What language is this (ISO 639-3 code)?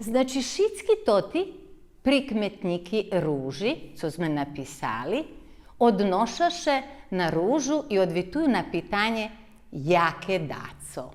rue